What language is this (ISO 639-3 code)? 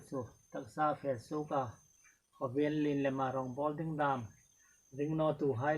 hmr